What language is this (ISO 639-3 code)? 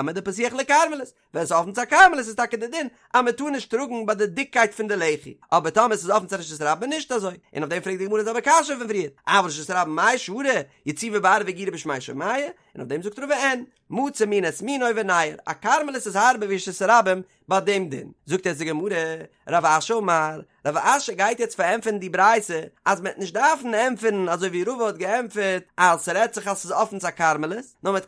yid